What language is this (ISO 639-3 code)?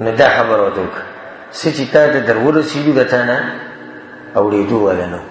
pus